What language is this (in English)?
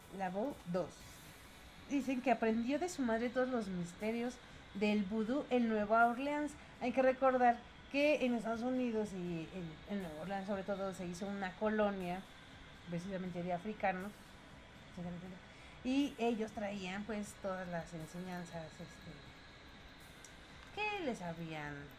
Spanish